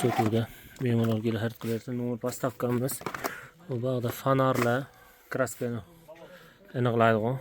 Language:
Uzbek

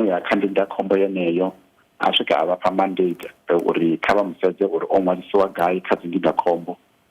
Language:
Venda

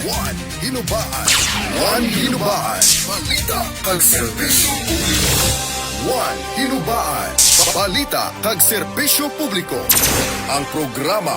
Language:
Hiligaynon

